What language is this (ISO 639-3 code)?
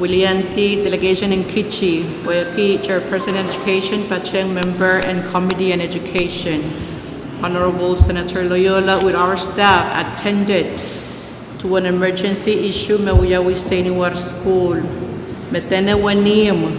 pon